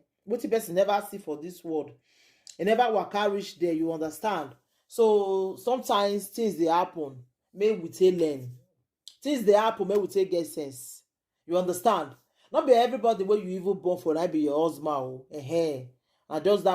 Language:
Nigerian Pidgin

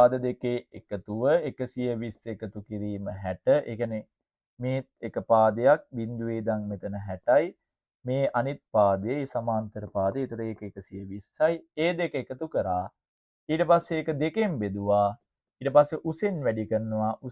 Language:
Sinhala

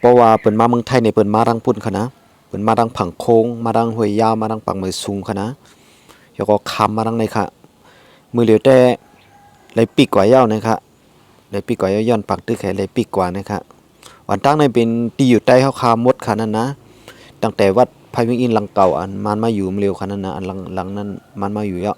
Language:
Shan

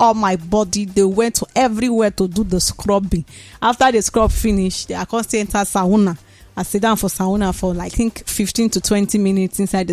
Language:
Nigerian Pidgin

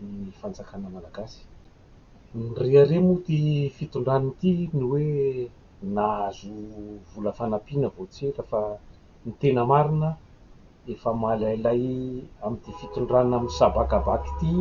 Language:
Malagasy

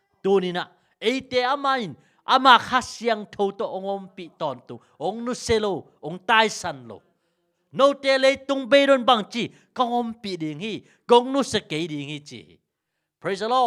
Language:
Tedim Chin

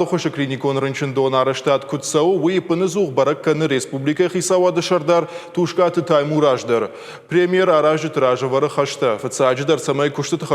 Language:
Ossetic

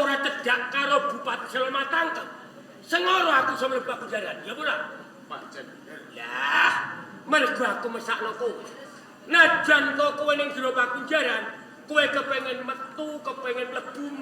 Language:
Javanese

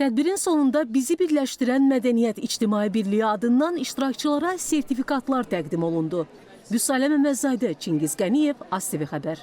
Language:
Azerbaijani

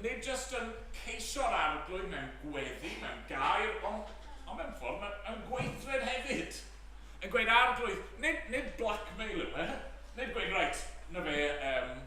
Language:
Welsh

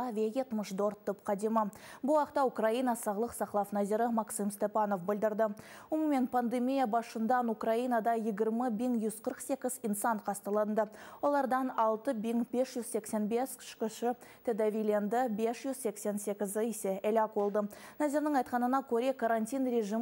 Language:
Crimean Tatar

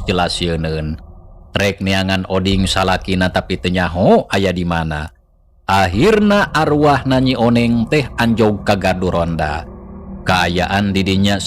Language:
Sundanese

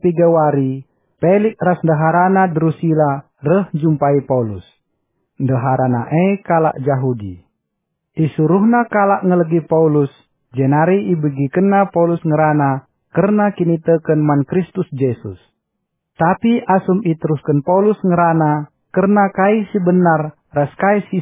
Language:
Batak Karo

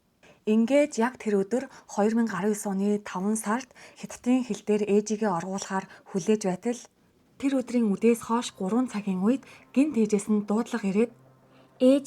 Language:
Mongolian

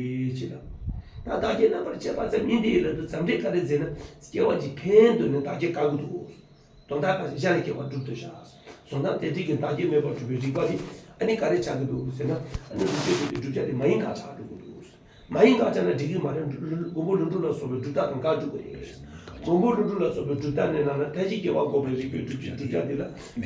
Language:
Tibetan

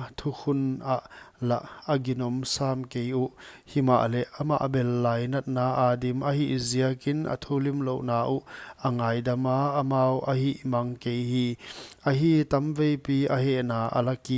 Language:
Paite Chin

